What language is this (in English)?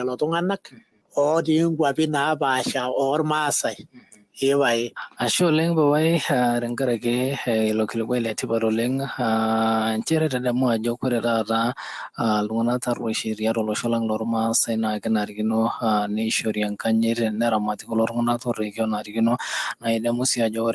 Masai